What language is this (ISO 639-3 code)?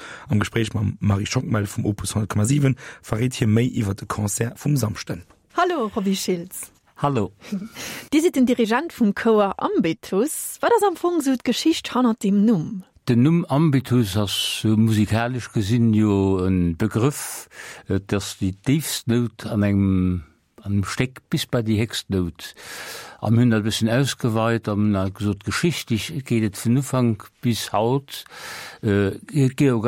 ltz